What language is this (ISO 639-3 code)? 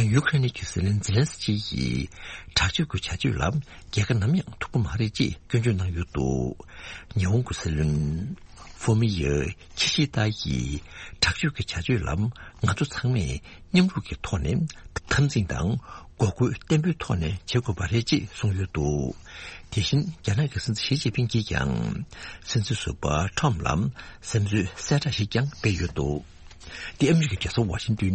bod